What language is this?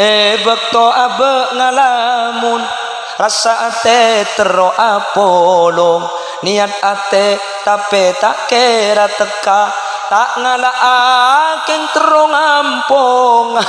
Madurese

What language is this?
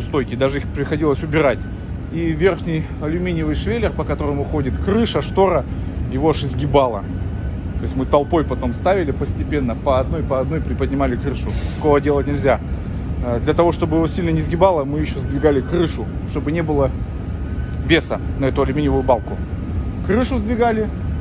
Russian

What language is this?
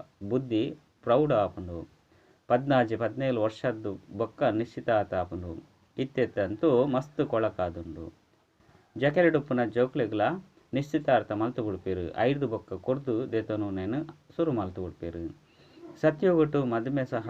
Tulu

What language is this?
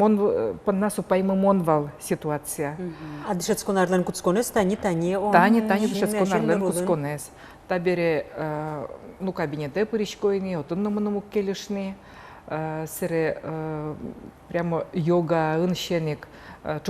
Udmurt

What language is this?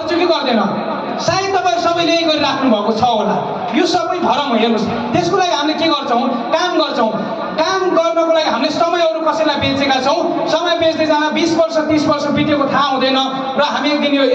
Nepali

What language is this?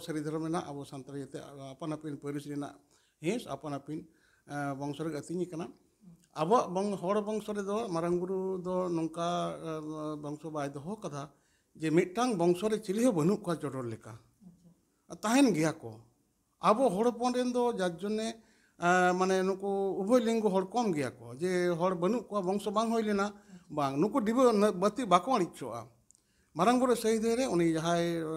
Santali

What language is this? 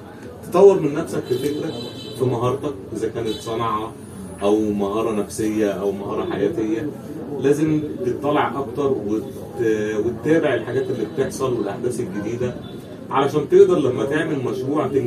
Egyptian Arabic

